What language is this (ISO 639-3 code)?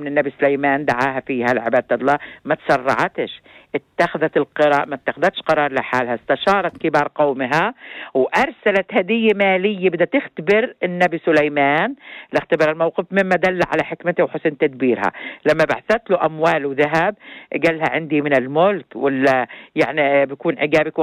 apc